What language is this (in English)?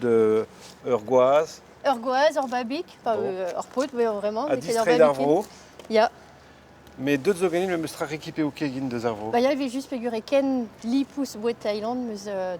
Breton